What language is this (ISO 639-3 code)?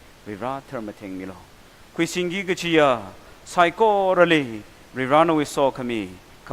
nmf